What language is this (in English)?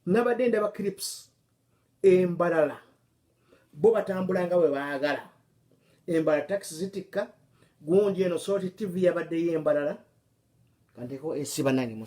Ganda